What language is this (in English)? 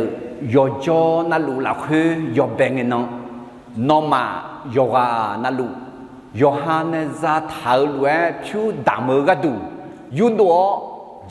Akha